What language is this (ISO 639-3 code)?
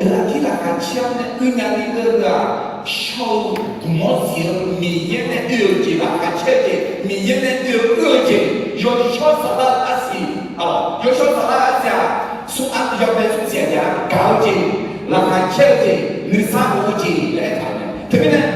ahk